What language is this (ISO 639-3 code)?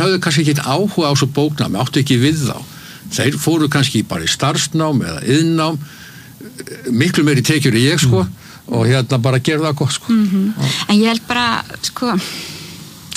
isl